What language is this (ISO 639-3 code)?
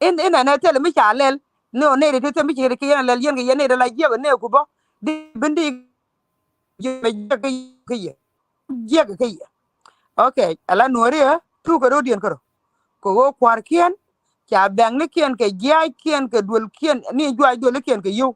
nus